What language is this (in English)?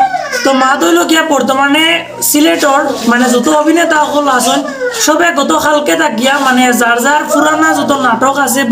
Sylheti